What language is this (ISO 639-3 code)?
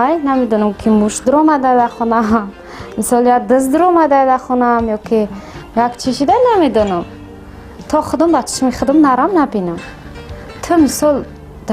tgk